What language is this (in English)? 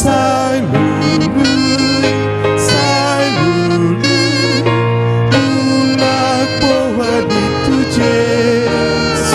Batak Toba